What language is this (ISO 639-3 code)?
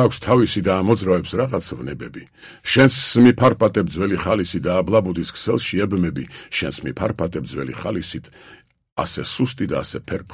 kat